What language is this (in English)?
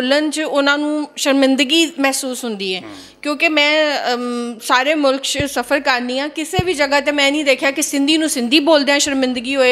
Western Panjabi